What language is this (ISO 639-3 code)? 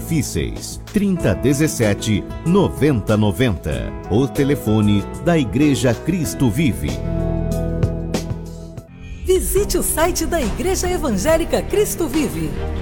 por